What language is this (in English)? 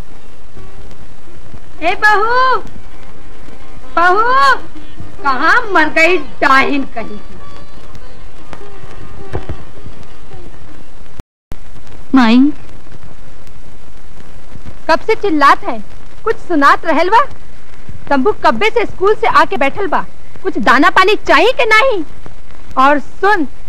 Bhojpuri